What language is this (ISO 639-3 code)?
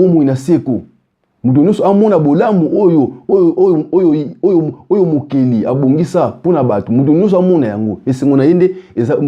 lin